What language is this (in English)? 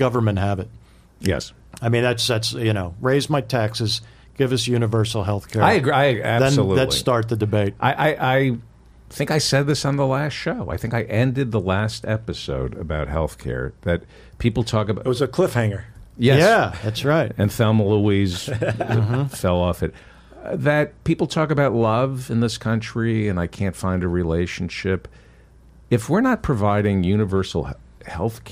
English